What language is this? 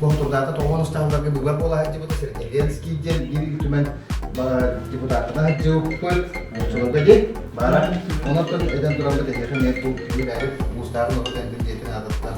Yakut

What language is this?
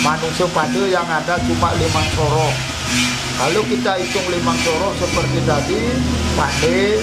Balinese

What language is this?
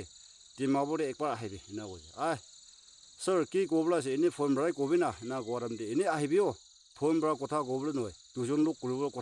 Naga Pidgin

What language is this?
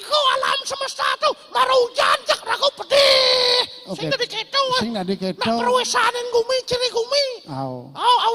Balinese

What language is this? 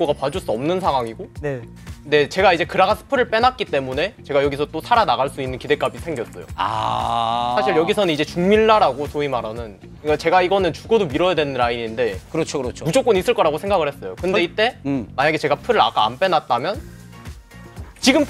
Korean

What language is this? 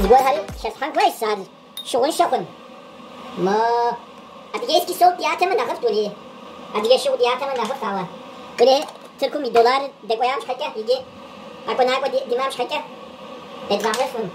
Kabardian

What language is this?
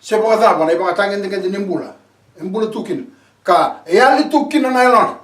Fijian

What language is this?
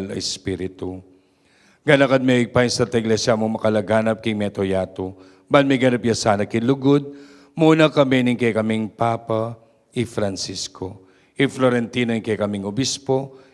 Pampanga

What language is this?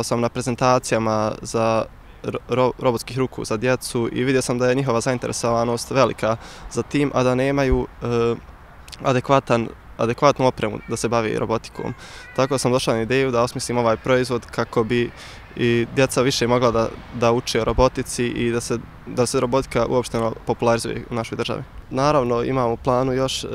Bosnian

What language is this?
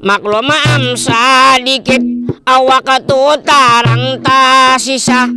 Banjar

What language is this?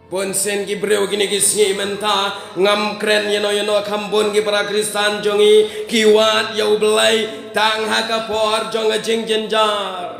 Khasi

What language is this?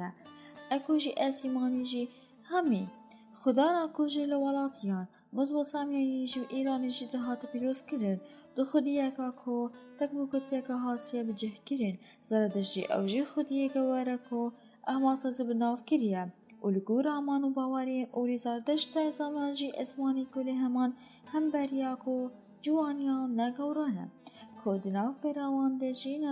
Kurdish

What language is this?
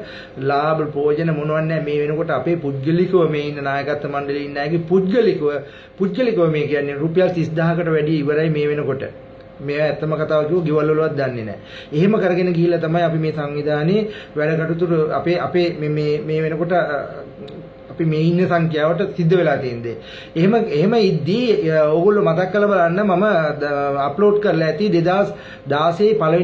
Sinhala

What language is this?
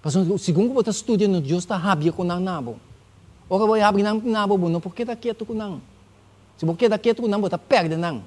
Papiamento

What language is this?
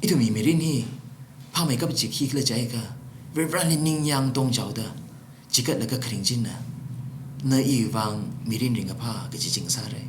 Tangkhul Naga (India)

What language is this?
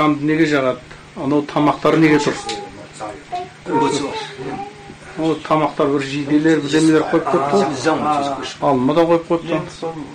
Kazakh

